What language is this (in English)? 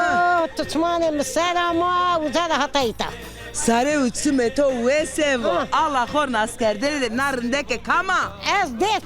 Zaza